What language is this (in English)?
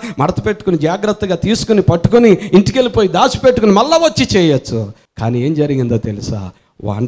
Telugu